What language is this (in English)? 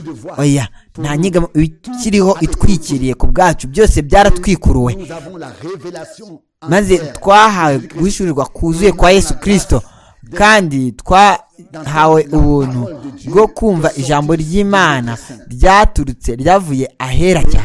Kinyarwanda